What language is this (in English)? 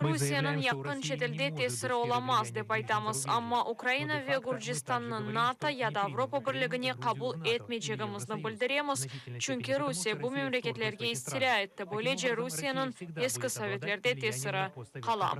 Crimean Tatar